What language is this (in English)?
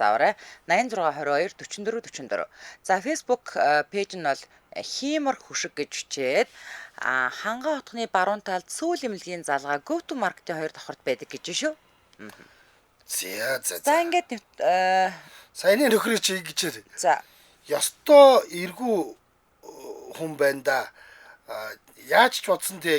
Mongolian